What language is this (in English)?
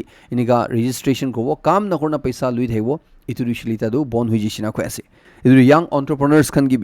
Naga Pidgin